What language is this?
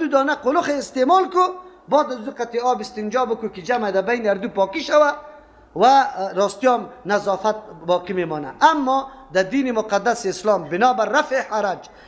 Persian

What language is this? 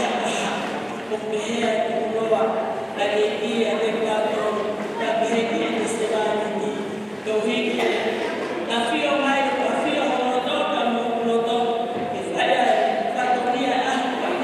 Tongan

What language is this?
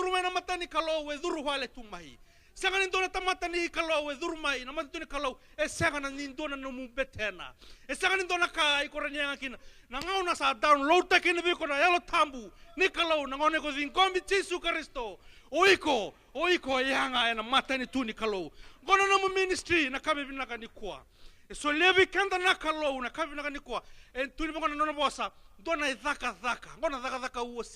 Fijian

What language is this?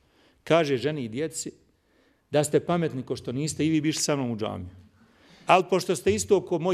Bosnian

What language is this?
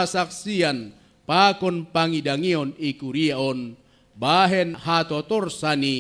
Batak Simalungun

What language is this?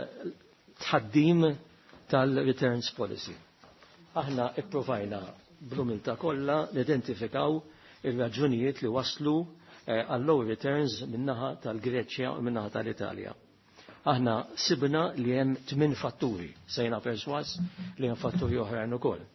Maltese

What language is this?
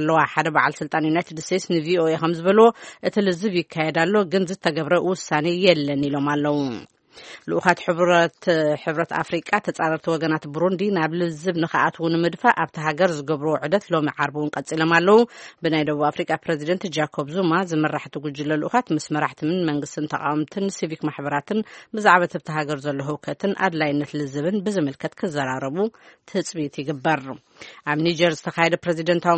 Tigrinya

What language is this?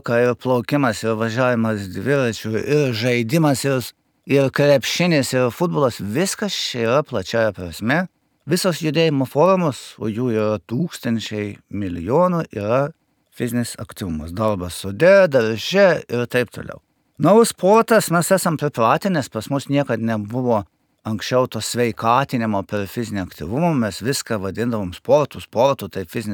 Lithuanian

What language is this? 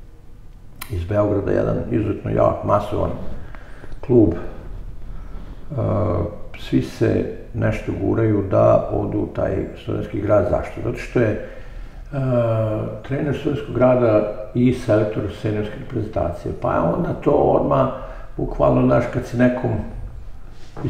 Serbian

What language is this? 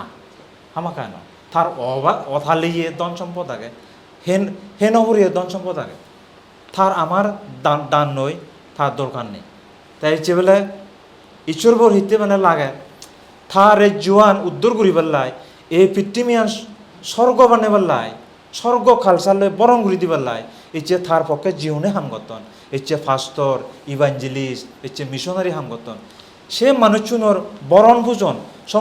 Chakma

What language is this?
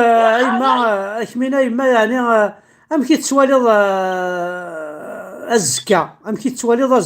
Kabyle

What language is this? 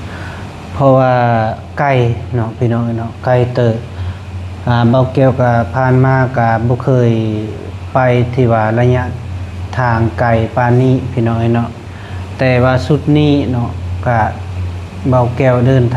Lao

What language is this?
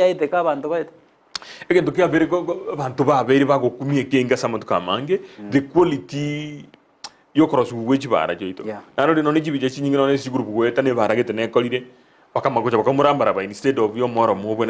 Gusii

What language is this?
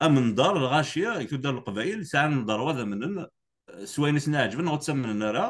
Kabyle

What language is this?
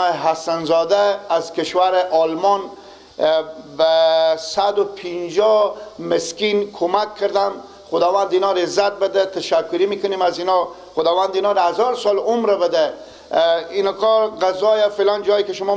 Persian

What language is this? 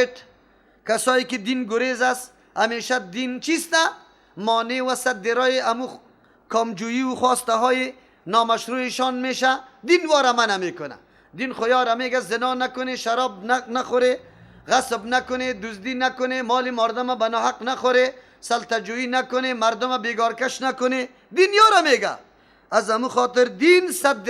Persian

